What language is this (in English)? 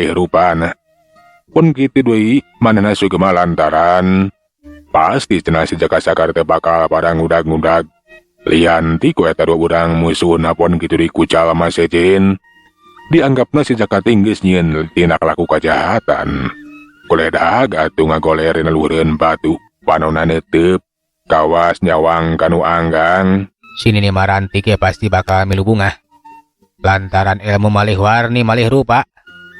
Sundanese